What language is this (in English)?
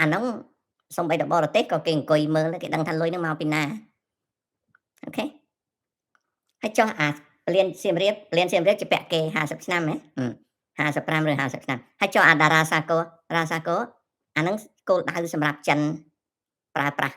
Khmer